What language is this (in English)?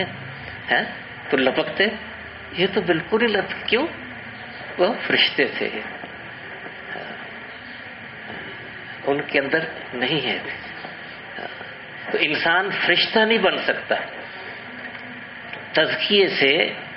Urdu